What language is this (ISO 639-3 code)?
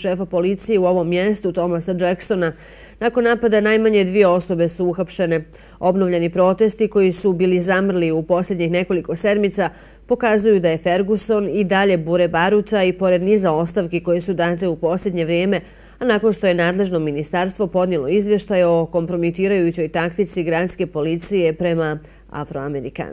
bos